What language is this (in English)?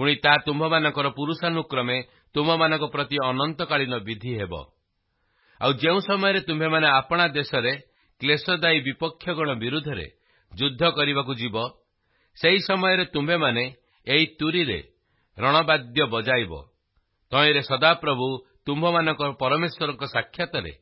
Odia